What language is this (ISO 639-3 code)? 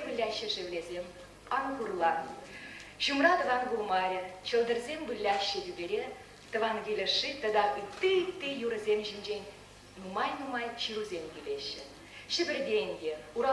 chv